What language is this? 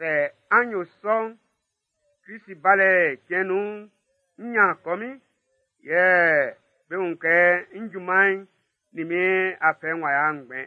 Baoulé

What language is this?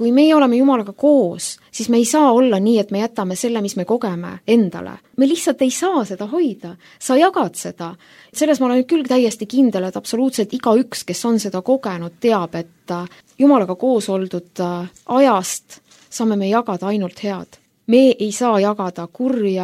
Estonian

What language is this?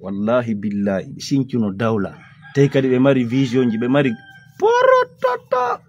Fula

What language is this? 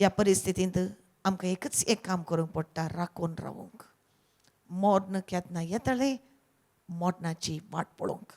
Konkani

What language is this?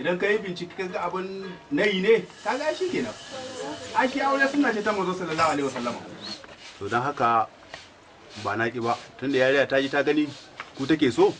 Hausa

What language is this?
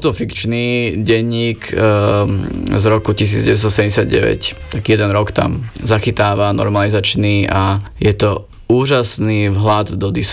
Slovak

